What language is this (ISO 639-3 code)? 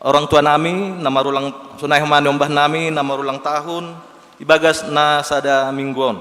bts